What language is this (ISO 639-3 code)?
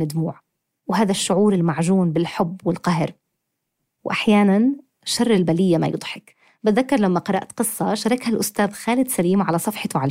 apc